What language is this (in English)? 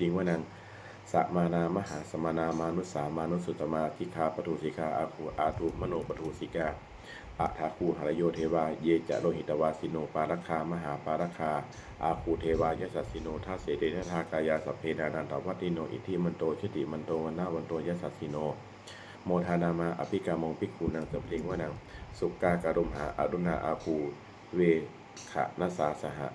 Pali